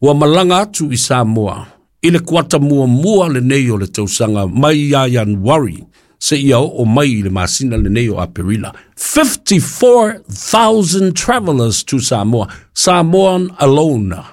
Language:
Samoan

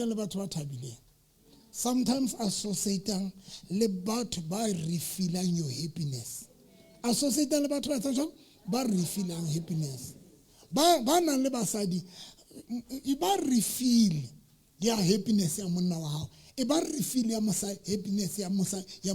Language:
Southern Sotho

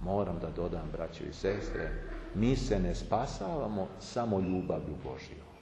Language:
Serbian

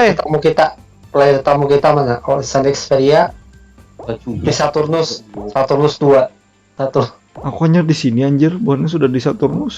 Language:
Banjar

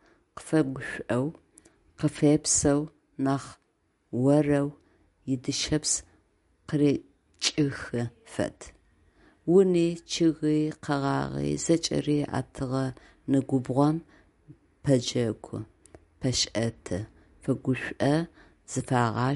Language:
Adyghe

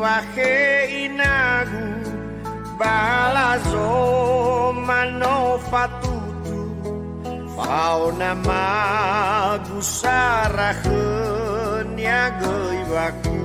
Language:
Nias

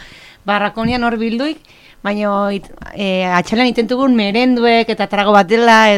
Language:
Basque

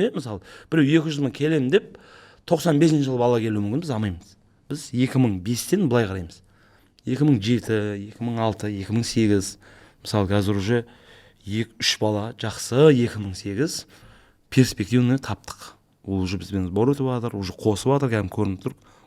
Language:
Kazakh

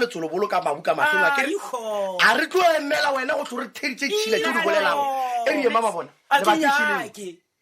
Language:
Northern Sotho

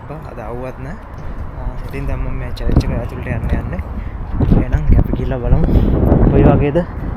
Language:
Sinhala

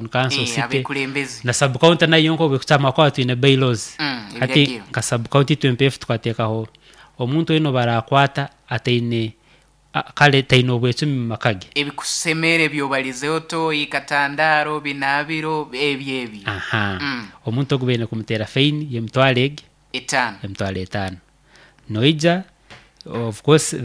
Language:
Nyoro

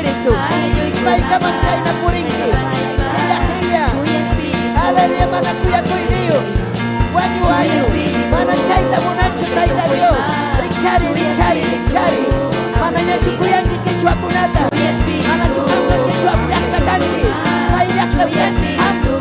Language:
Ayacucho Quechua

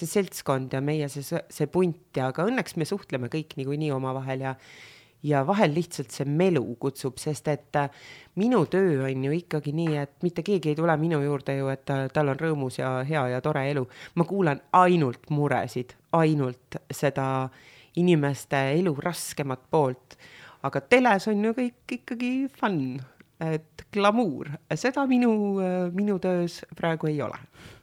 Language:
Estonian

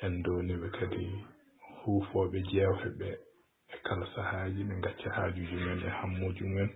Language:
Fula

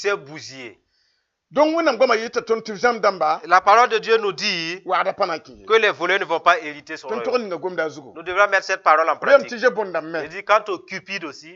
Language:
Mossi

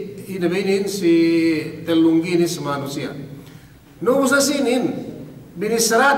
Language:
Yakan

